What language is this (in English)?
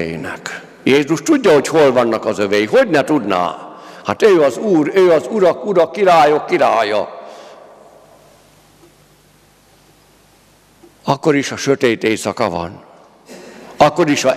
Hungarian